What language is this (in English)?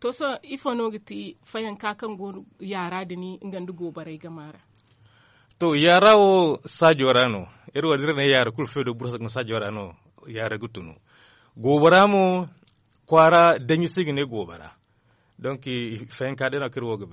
Zarma